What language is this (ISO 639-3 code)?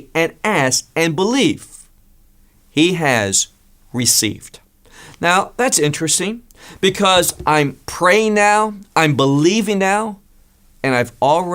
eng